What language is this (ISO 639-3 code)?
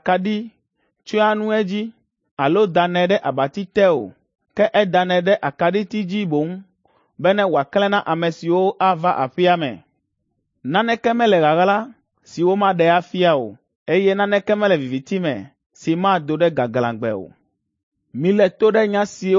ewe